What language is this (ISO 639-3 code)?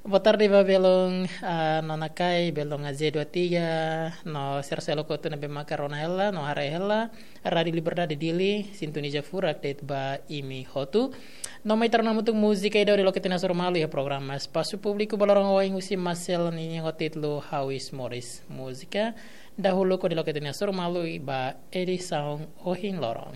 tet